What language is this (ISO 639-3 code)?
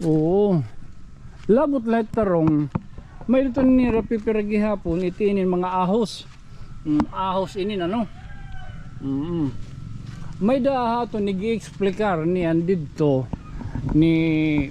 war